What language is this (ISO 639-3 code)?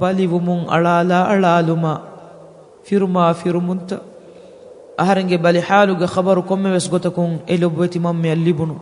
div